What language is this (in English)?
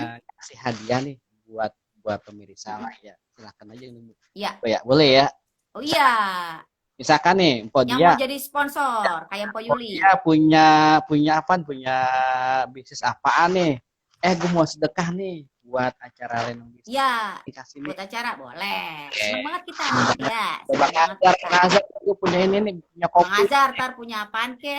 Betawi